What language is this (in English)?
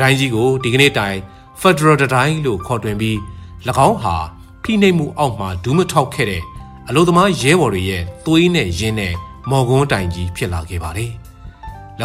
Burmese